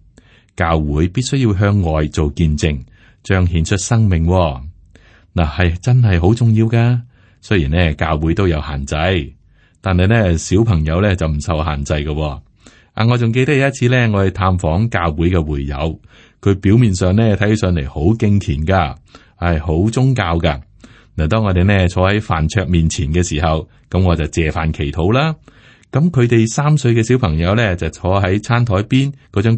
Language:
Cantonese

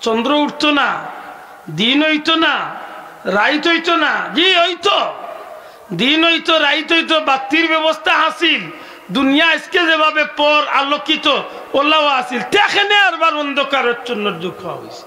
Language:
Sylheti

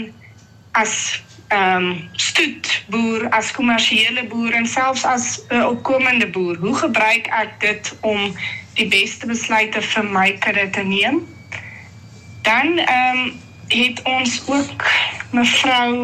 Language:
Afrikaans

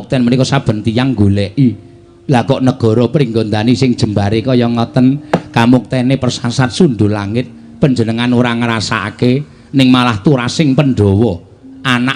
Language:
Javanese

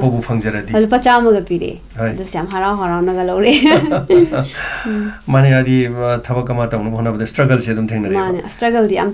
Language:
Manipuri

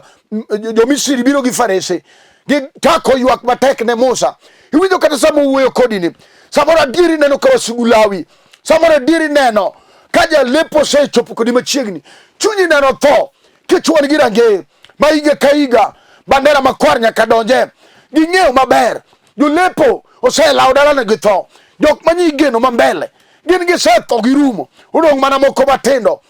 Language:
Luo (Kenya and Tanzania)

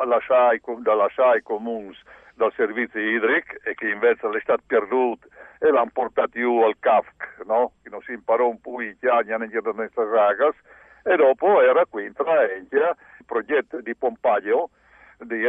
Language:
Friulian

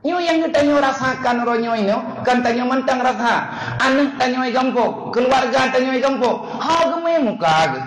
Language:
Achinese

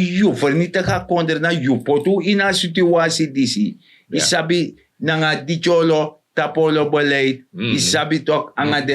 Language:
Sranan Tongo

